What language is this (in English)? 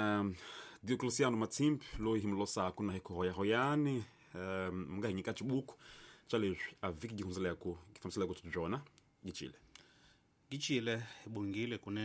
Tsonga